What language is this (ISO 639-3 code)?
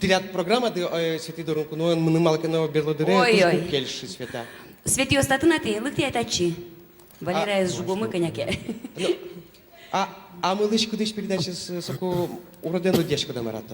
udm